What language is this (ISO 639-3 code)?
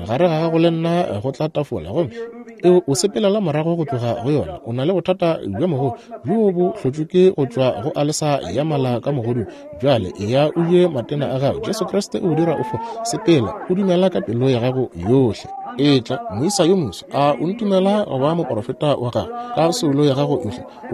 nso